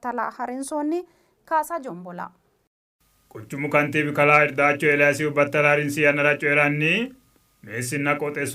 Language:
Sidamo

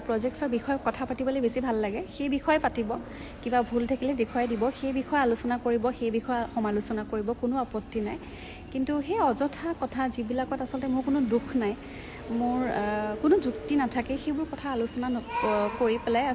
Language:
Assamese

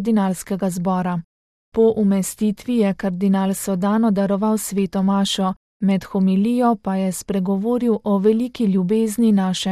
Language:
Slovenian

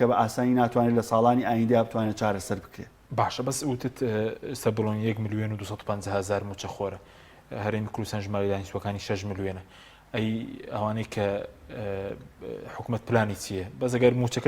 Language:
Central Kurdish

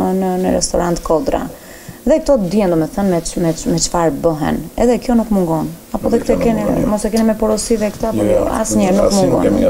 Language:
Albanian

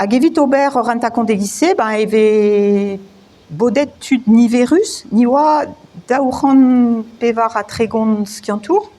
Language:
Breton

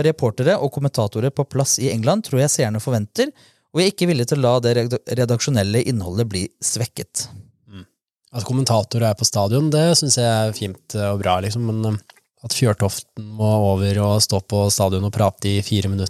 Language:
Norwegian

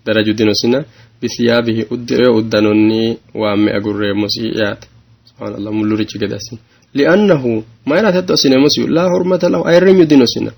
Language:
Sidamo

